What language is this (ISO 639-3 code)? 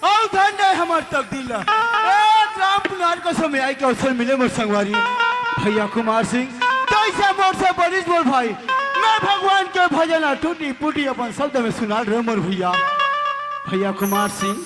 hne